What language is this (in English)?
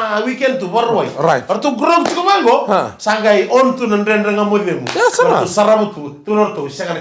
Fijian